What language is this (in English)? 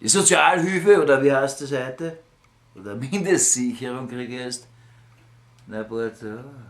Bavarian